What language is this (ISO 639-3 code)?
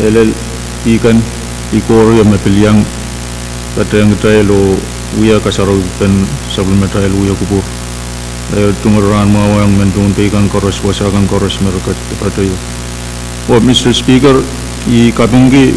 pon